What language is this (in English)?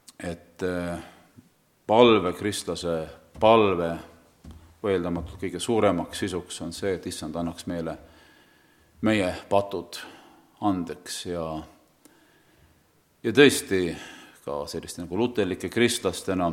Estonian